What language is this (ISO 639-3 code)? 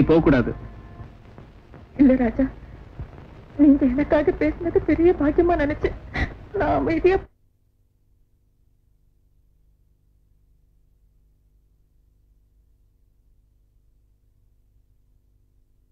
tam